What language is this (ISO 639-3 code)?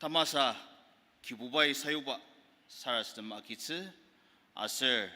njo